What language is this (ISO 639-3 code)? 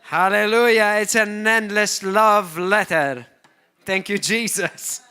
eng